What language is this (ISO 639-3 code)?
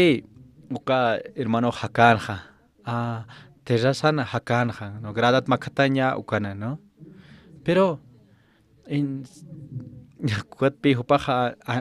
aym